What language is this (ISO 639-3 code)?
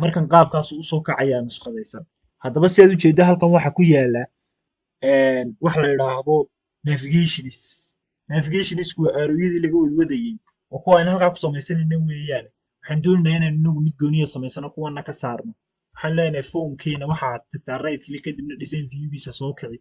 som